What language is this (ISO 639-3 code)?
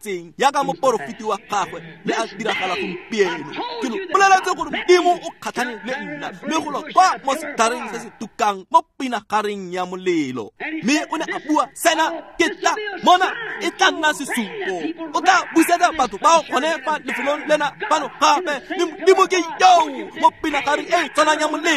tsn